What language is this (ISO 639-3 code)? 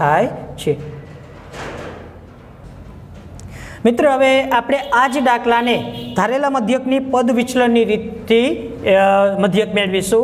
guj